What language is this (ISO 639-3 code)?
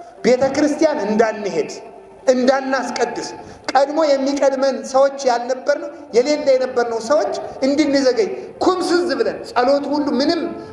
amh